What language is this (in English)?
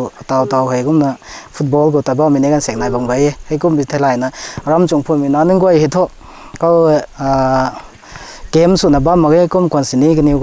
Rongmei Naga